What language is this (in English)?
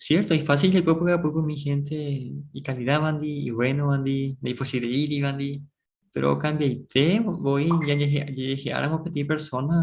Guarani